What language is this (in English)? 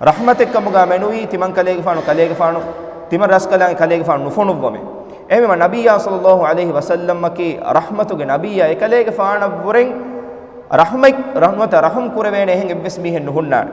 Divehi